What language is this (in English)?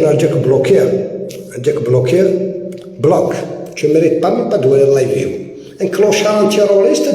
Algerian Arabic